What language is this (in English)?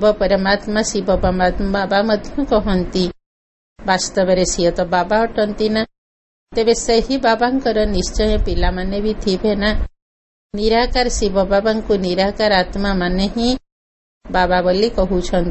Odia